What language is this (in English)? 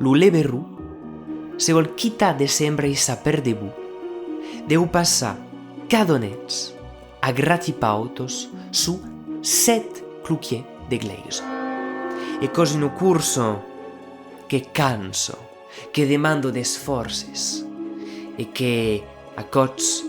Occitan